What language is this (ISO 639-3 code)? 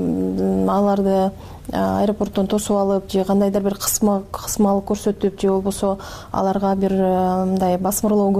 kir